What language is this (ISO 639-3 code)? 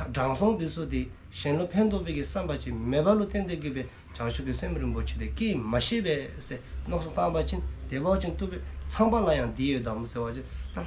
dzo